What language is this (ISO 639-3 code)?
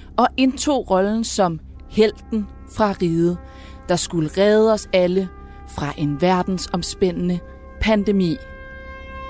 dan